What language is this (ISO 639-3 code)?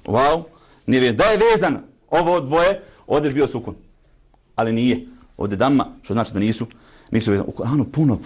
bos